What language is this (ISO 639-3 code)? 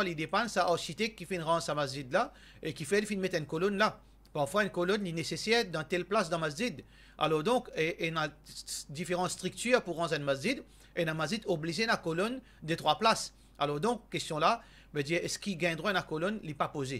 mfe